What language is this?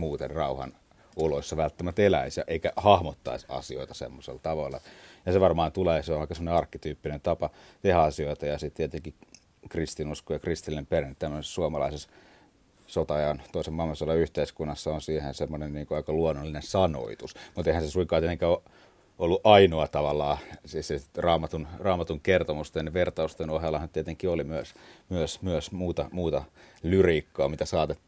Finnish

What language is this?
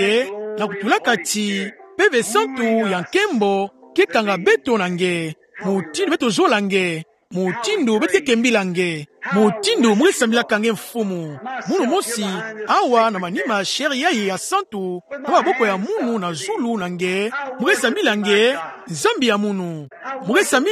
Kituba (Democratic Republic of Congo)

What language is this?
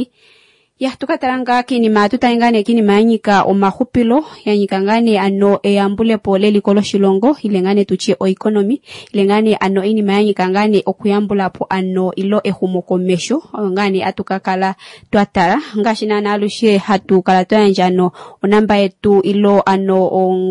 Kuanyama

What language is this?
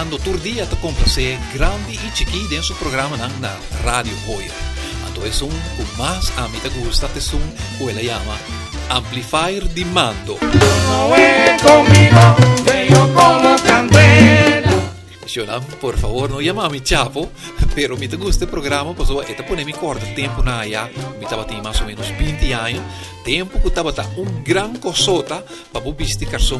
Papiamento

